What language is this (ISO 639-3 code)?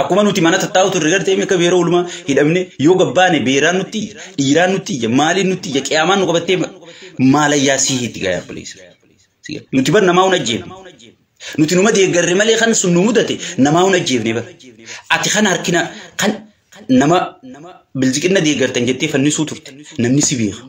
orm